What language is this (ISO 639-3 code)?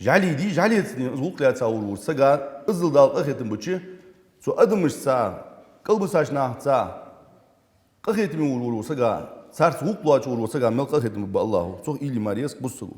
inh